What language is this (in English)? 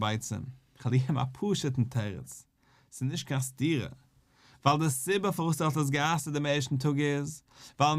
Yiddish